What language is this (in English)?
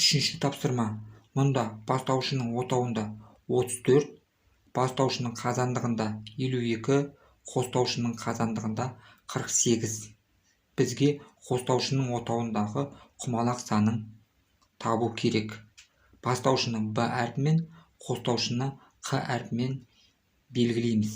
Kazakh